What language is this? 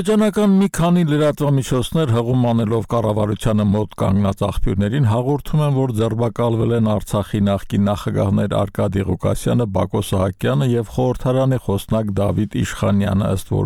Armenian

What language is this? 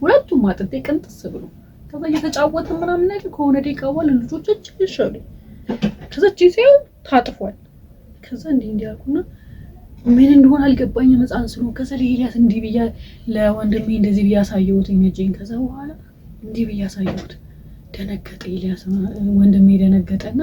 Amharic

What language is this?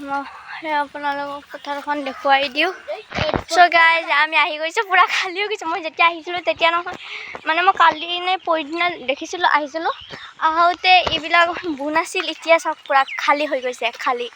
Assamese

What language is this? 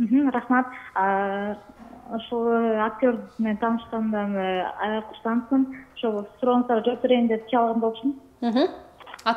Kyrgyz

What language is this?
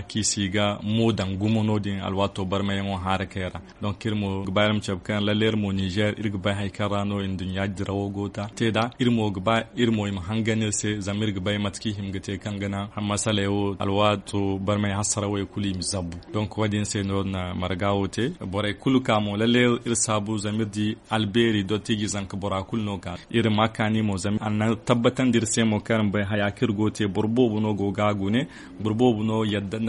Zarma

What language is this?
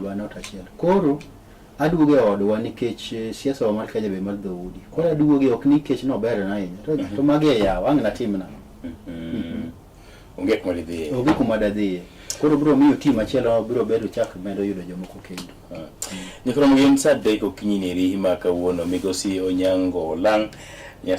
Luo (Kenya and Tanzania)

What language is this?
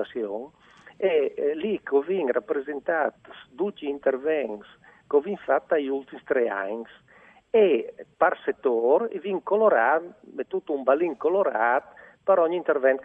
Friulian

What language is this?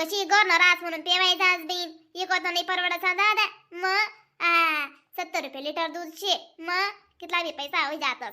Khandesi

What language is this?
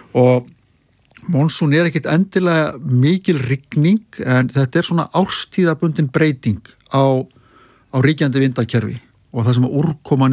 Icelandic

